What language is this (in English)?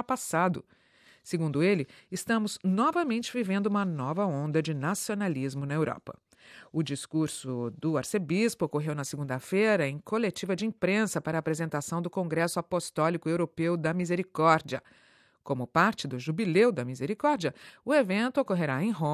Portuguese